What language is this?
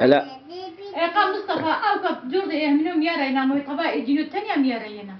Zaza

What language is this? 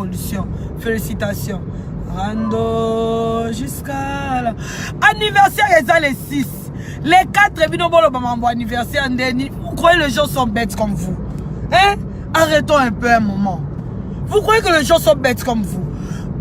Lingala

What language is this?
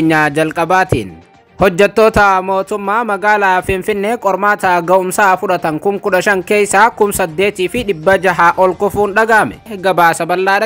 Oromo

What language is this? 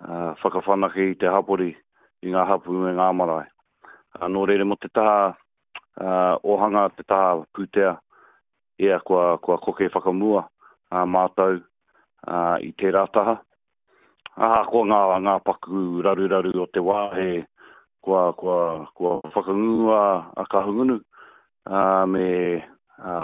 Māori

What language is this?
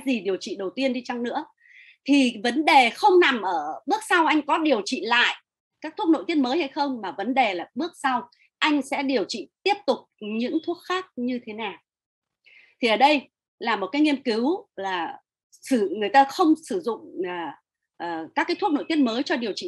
Vietnamese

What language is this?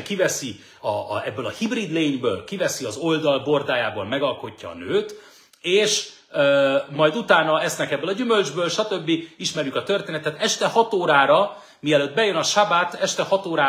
Hungarian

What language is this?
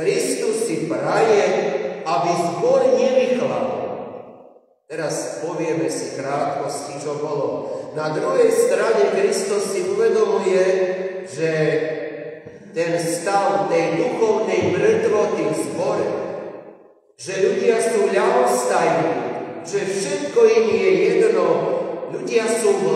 Slovak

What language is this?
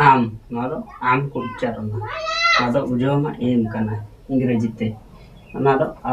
Santali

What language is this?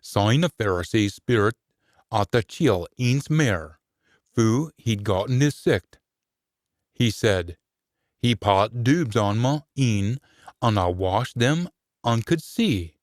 Scots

